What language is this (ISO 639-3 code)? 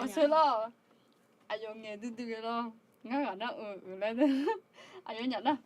ahk